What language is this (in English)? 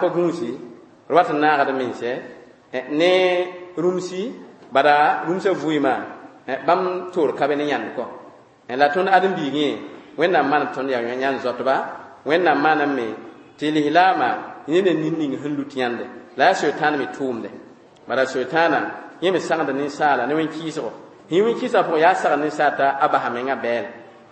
Mossi